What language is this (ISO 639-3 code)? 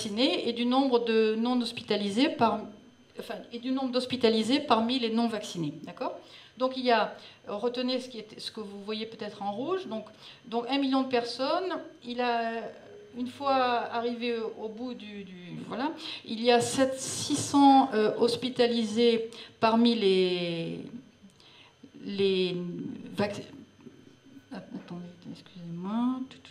fra